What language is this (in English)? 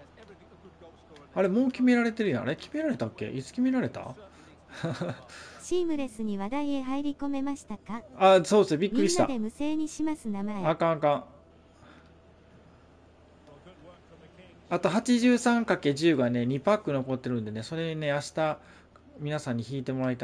Japanese